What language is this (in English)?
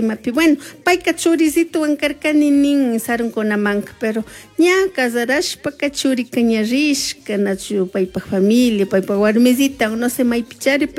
Chimborazo Highland Quichua